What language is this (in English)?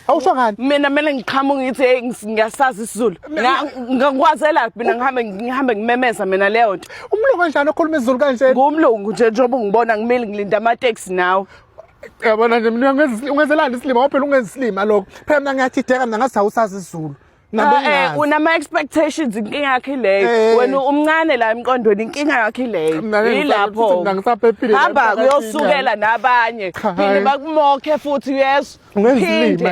Zulu